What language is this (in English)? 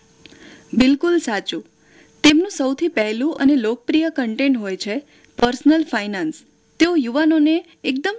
Gujarati